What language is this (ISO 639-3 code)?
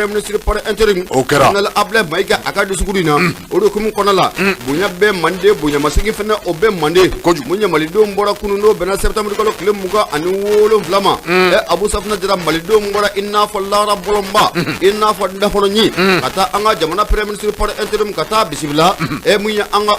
bam